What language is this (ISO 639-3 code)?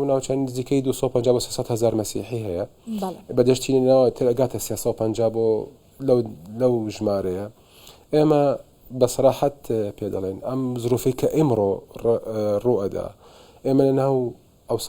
ckb